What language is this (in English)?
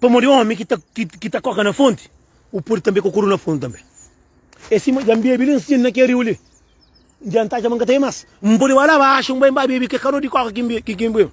Kabuverdianu